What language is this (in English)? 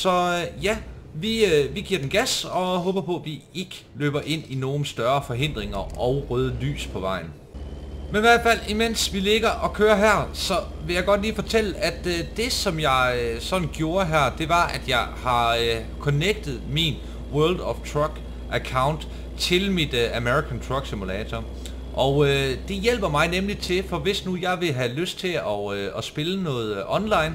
Danish